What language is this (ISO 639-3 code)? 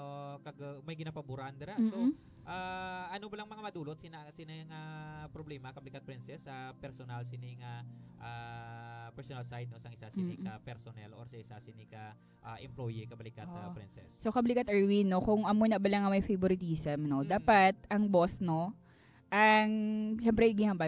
hil